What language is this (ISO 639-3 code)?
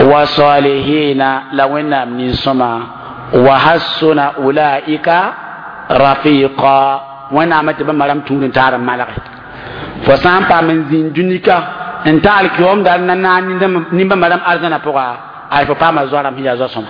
mos